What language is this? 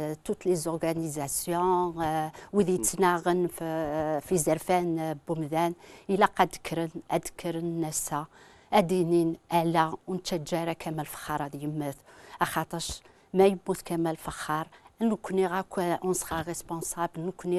Kabyle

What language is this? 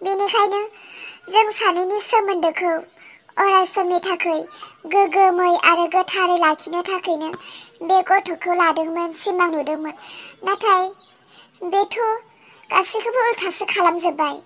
Bodo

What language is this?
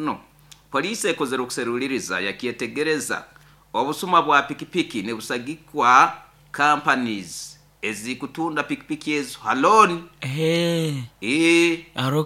Nyoro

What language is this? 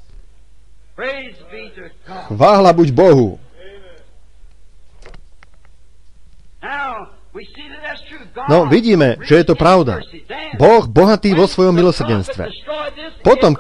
Slovak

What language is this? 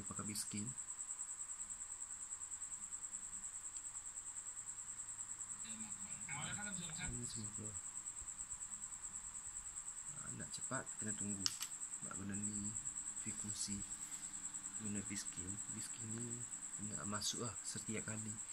Malay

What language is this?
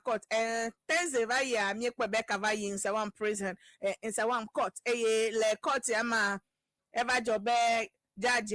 Ewe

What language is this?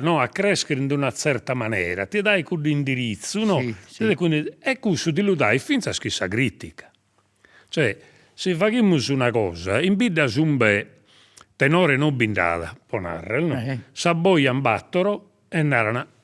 Sardinian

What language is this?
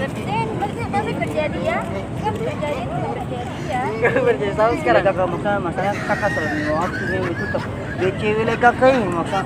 Ambonese Malay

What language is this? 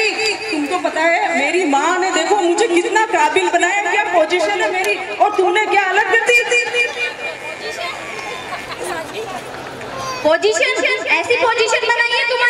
Hindi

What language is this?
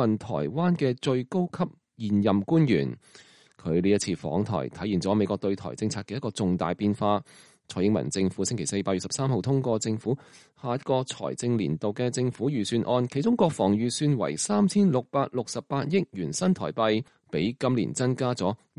Cantonese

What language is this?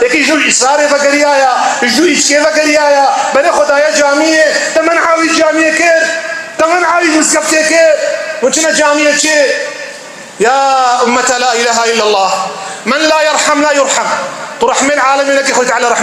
Kurdish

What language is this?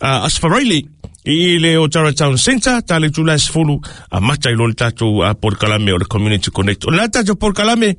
Samoan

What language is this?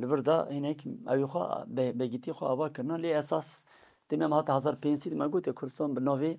Kurdish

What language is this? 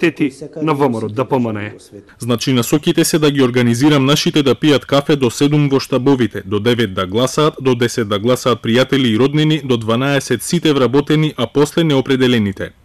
Macedonian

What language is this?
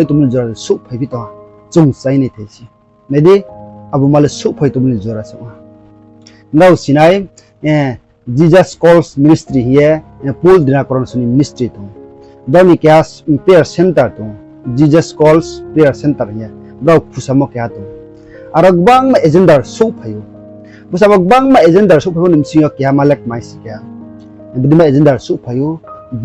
Riang (India)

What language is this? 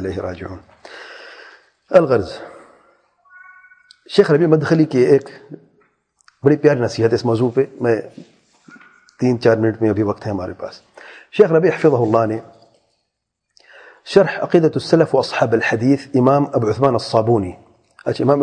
Urdu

